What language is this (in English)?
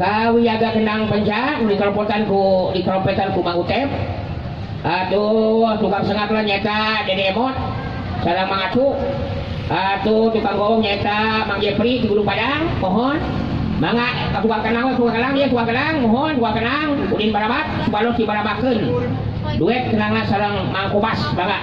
Sundanese